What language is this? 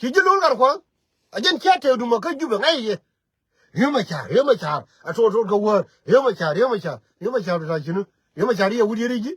Nuer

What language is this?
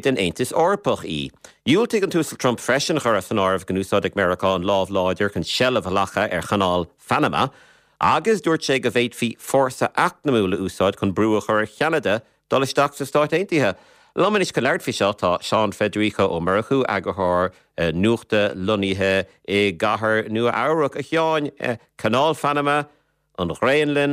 Irish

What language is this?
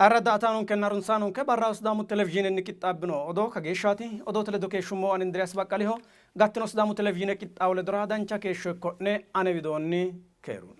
Sidamo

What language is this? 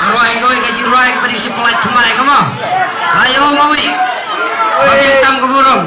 Khasi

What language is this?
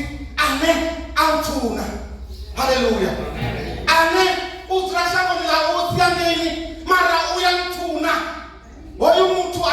Venda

